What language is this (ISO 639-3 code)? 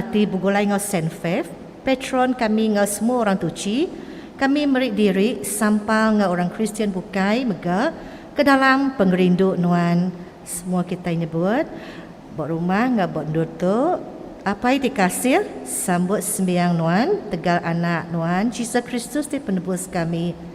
iba